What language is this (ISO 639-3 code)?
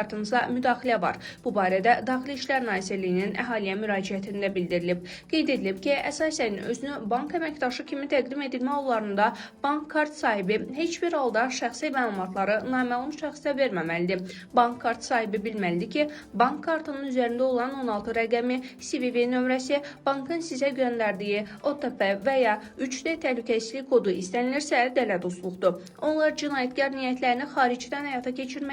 aze